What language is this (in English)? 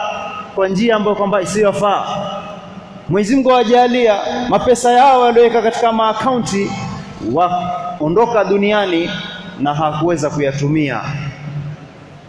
Swahili